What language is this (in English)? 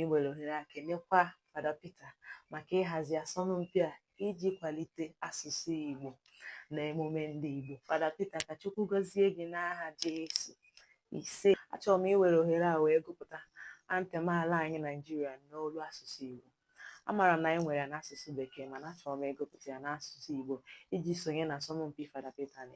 Igbo